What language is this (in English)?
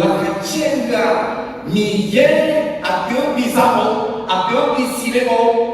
Akha